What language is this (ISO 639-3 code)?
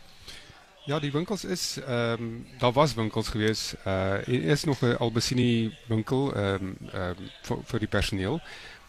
afr